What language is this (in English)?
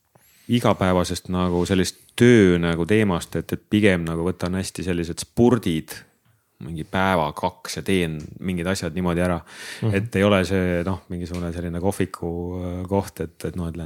Estonian